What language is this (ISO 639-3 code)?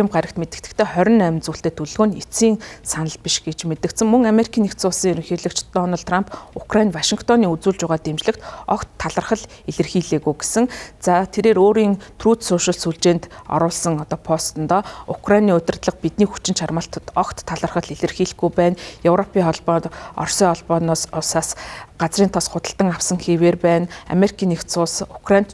mon